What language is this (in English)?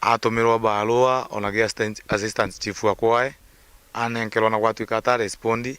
Meru